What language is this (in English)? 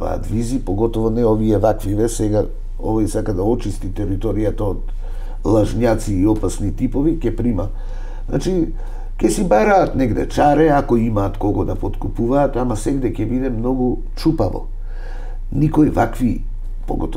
Macedonian